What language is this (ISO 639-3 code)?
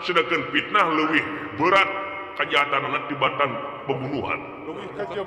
sun